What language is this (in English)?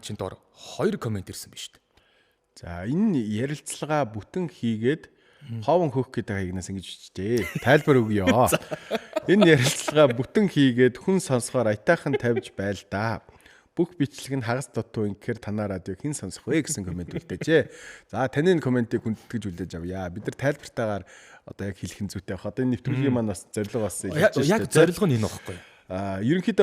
Mongolian